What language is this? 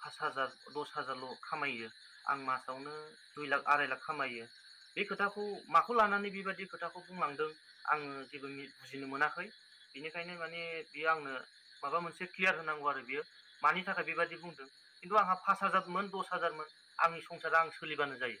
Bodo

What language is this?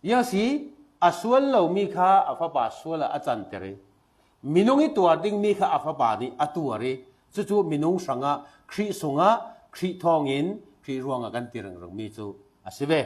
Falam Chin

